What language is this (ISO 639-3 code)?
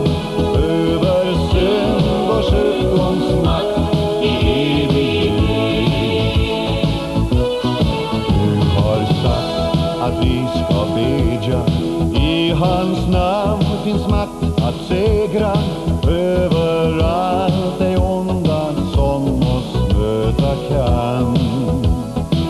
swe